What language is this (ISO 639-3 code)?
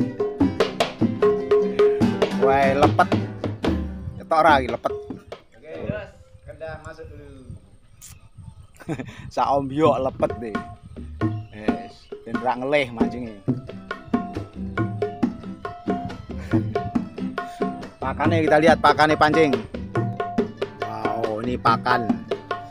ind